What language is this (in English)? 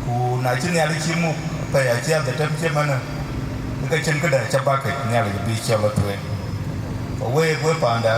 Dinka